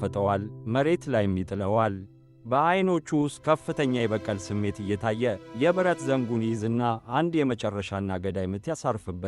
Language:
Amharic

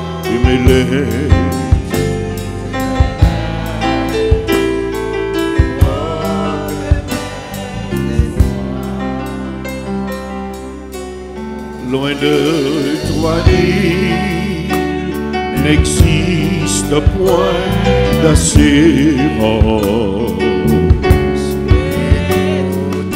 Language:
French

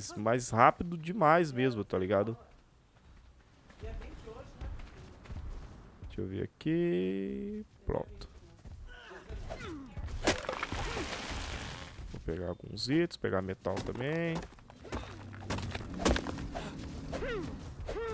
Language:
Portuguese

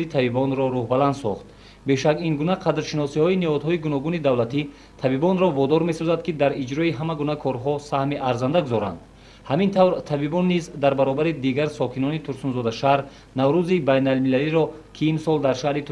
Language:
Tajik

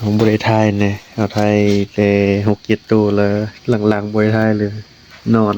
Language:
Northeastern Thai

